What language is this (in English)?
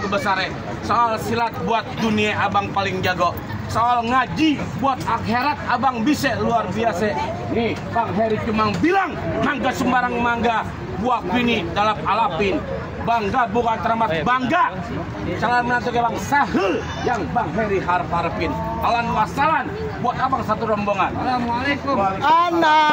Betawi